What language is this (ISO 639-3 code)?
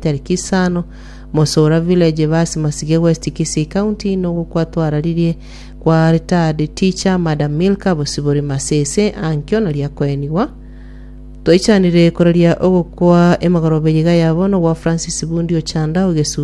guz